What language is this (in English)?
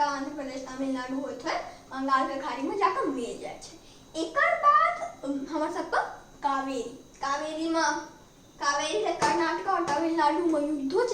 Maithili